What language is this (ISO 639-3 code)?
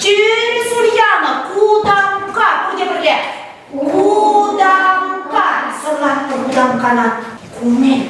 chv